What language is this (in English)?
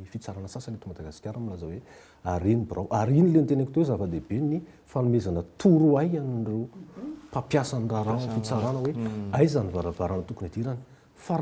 Malagasy